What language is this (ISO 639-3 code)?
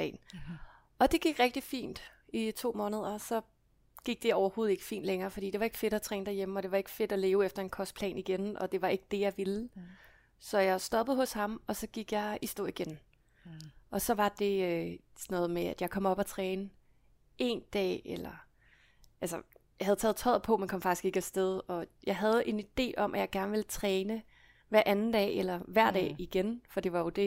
dan